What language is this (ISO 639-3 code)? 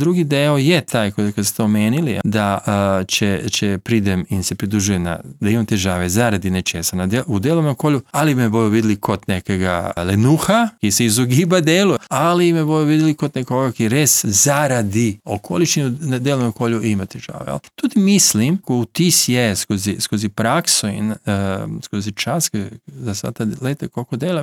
slv